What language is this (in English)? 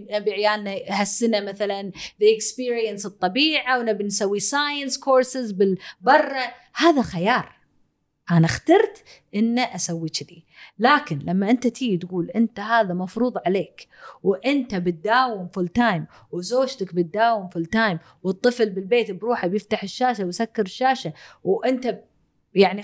Gulf Arabic